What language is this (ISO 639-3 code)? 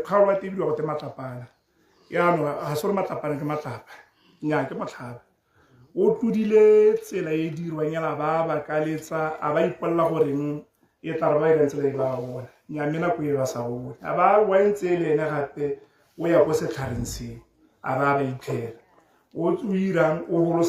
tsn